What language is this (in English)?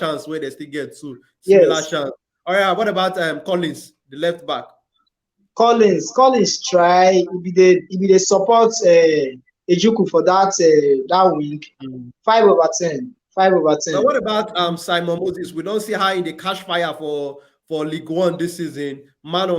Nigerian Pidgin